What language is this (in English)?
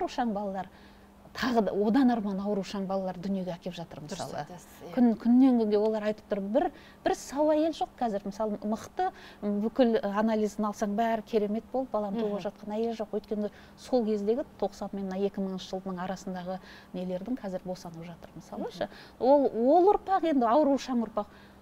Kazakh